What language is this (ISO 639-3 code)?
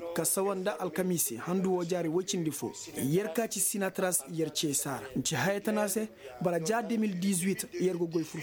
ses